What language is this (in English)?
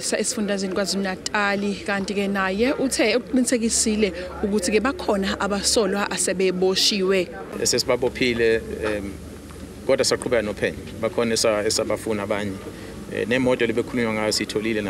Zulu